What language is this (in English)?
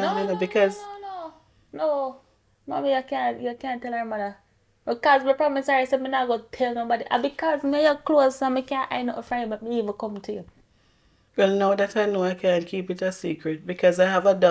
Jamaican Creole English